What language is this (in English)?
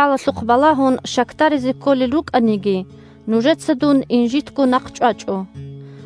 Avaric